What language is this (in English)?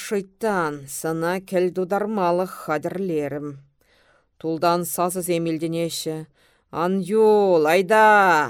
Chuvash